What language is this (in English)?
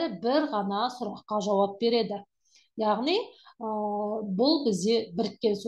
Kazakh